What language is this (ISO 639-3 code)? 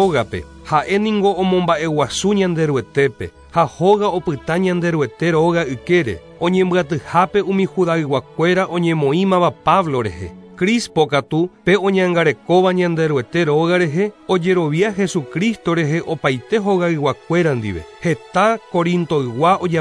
grn